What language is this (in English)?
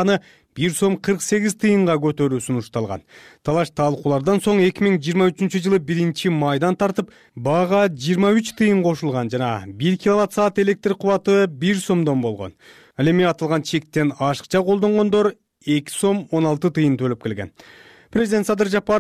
Kyrgyz